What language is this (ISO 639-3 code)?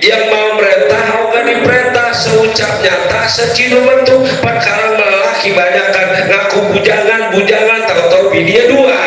bew